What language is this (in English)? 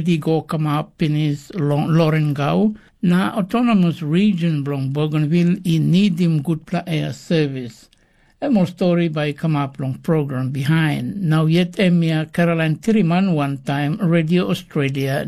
Tok Pisin